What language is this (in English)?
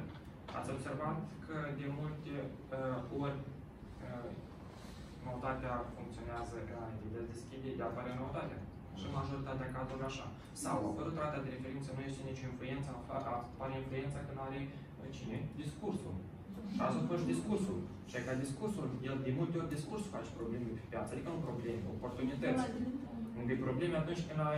Romanian